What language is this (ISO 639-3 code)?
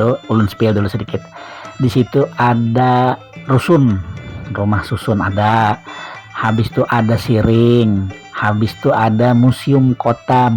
bjn